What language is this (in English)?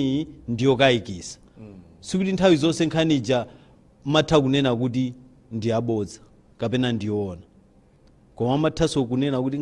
Nyanja